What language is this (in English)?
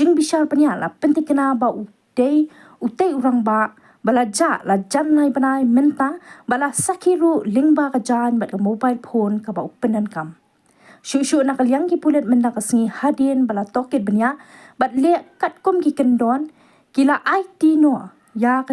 Khasi